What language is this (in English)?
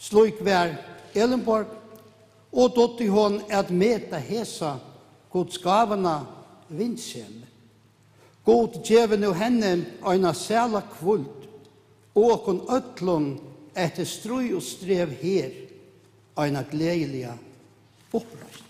Faroese